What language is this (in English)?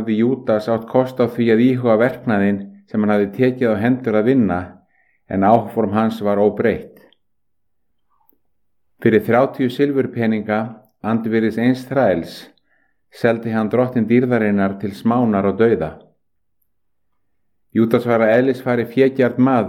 Icelandic